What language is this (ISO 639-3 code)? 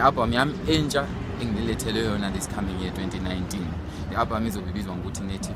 nde